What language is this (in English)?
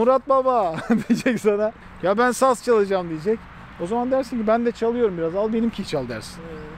Turkish